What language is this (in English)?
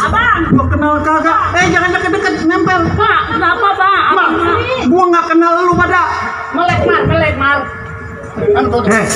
Betawi